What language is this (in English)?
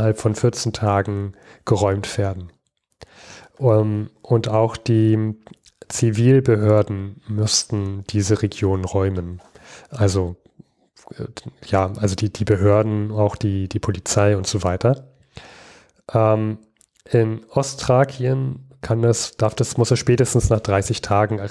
German